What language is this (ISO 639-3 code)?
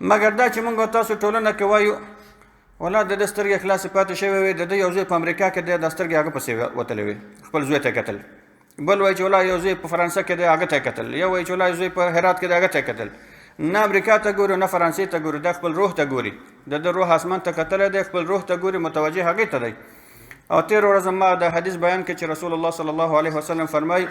pus